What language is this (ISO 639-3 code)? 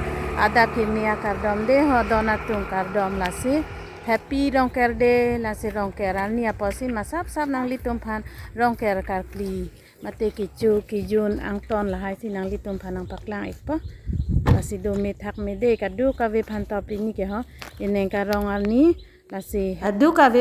mjw